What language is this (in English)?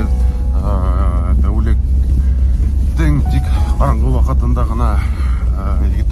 Bashkir